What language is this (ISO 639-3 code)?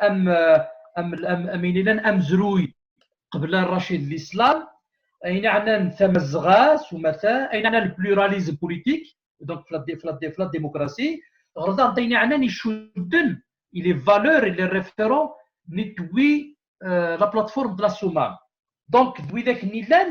kab